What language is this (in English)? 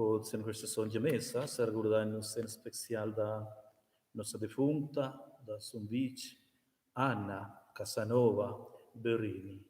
Romansh